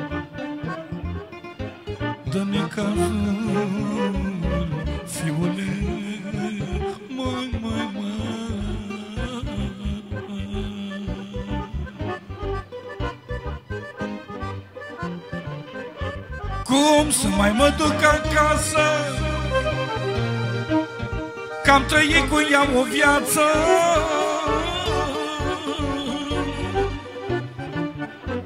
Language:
Romanian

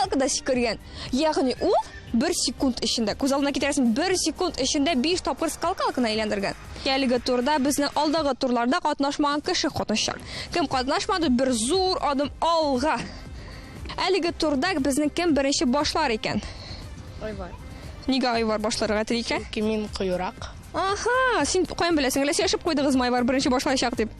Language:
Tatar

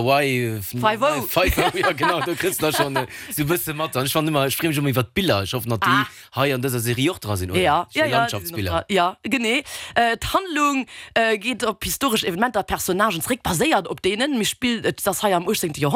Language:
Luxembourgish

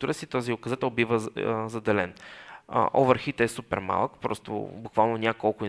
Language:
Bulgarian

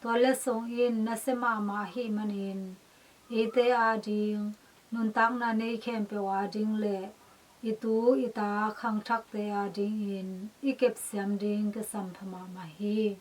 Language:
Tedim Chin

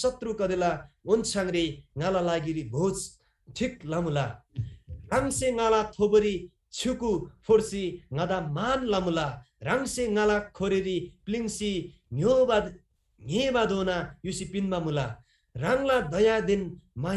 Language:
Eastern Tamang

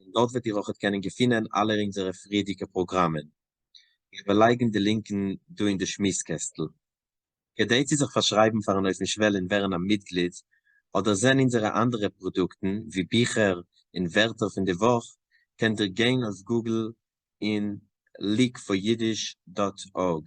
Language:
Yiddish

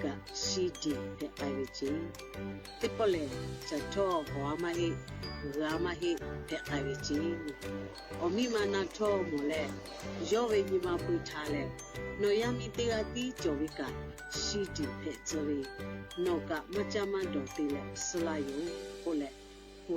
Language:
Lahu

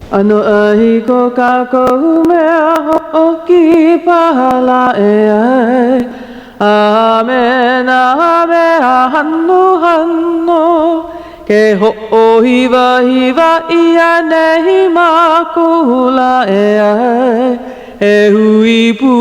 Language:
Hawaiian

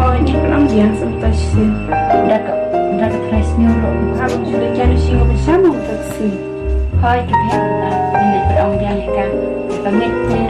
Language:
Khasi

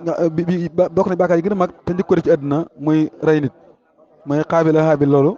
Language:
Wolof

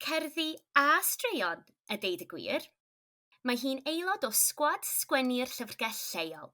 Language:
Welsh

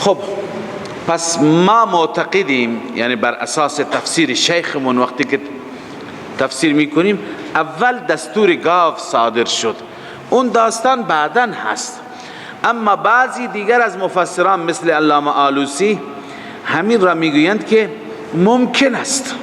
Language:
Persian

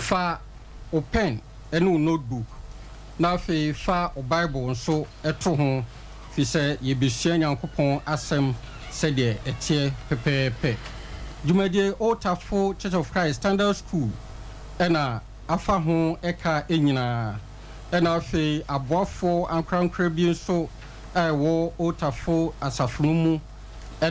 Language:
Akan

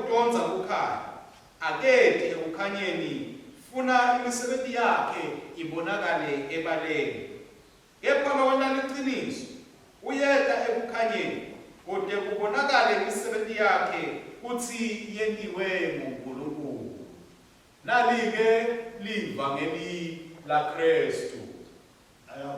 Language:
Swati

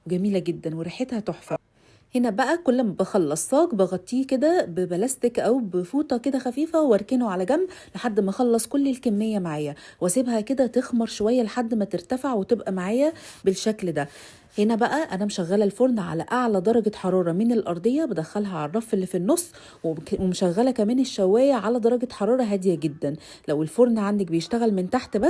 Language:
Egyptian Arabic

